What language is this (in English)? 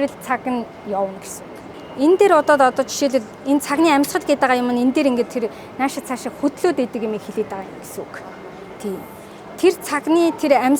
Mongolian